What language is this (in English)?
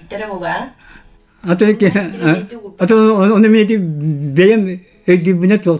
Yakut